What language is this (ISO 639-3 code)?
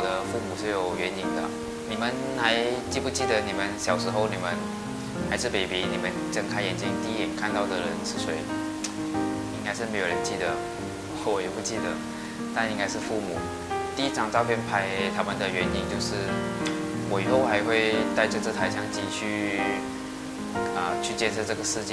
zho